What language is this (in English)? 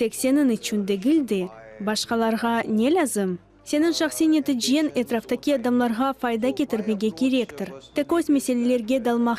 Crimean Tatar